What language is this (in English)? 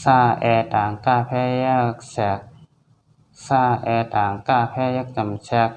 Shan